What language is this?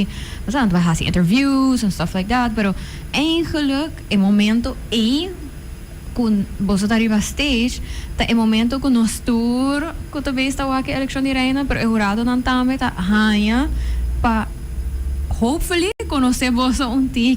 Papiamento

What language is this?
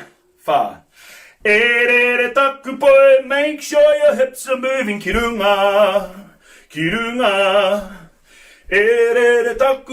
Māori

